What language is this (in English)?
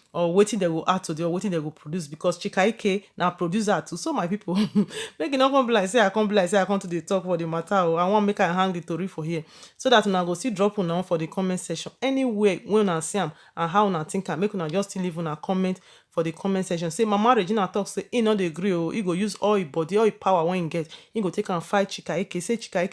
Nigerian Pidgin